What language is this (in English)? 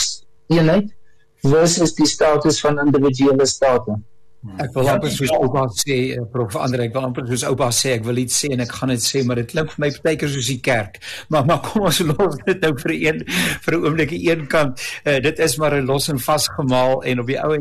Afrikaans